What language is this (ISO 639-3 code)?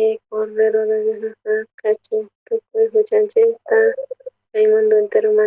quh